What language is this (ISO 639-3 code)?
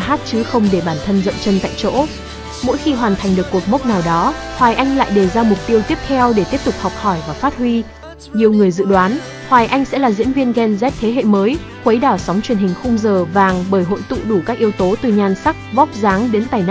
vie